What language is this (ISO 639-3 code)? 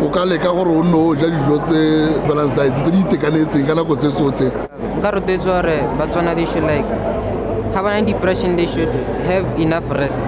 tsn